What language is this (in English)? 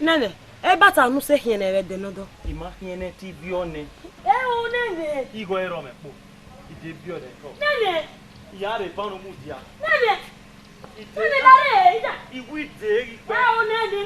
Bini